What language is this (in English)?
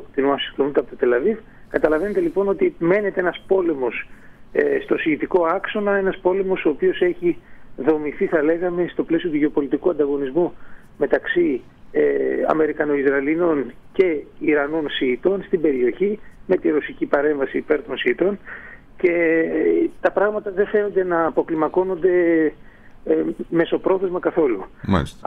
Greek